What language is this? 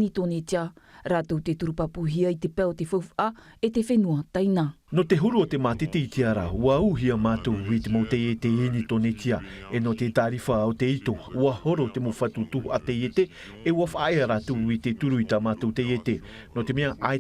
Tahitian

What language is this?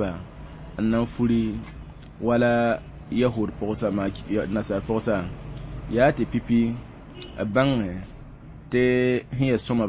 Mossi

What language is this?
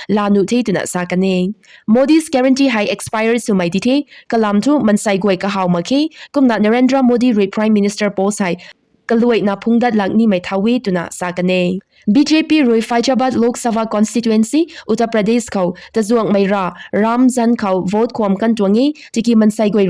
Rongmei Naga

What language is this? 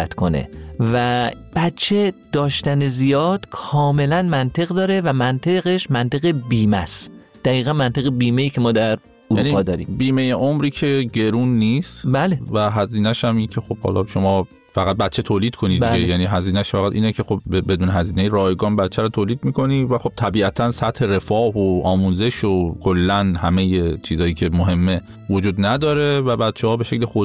Persian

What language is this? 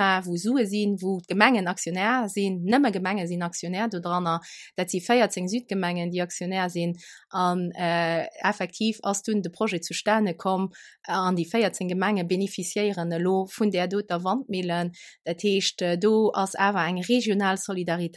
Luxembourgish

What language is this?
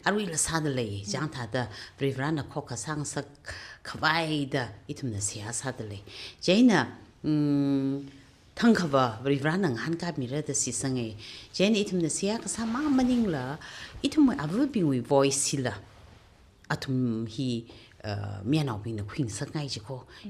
Tangkhul Naga (India)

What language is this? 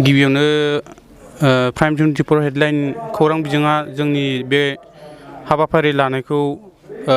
Bodo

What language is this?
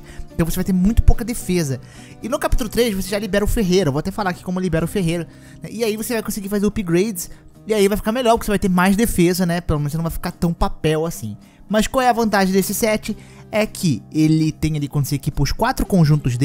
Portuguese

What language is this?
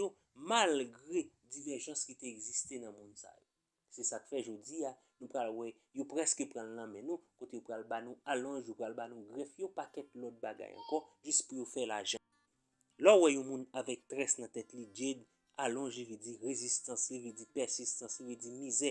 Haitian Creole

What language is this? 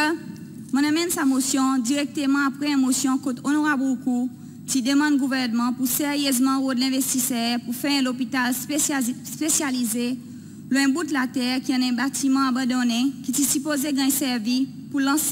Seselwa Creole French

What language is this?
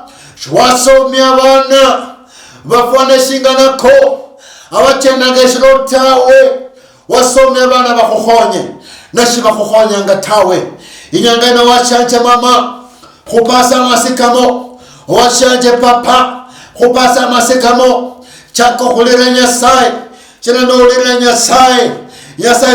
Luyia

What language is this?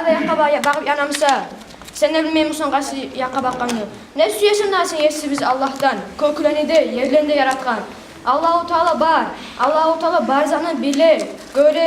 Kumyk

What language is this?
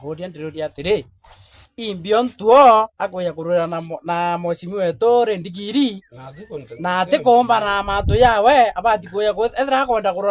Meru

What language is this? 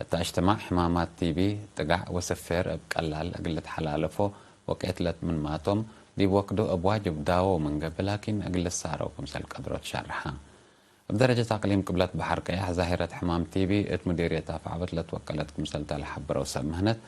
Tigre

